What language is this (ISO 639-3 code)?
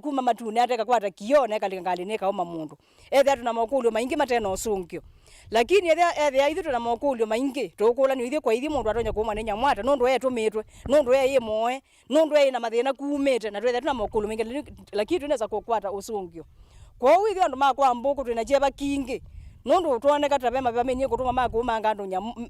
kam